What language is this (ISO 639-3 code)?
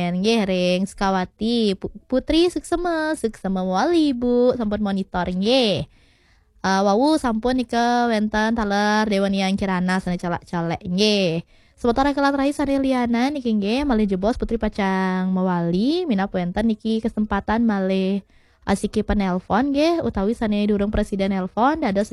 ban